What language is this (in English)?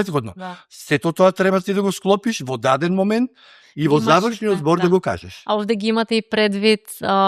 Macedonian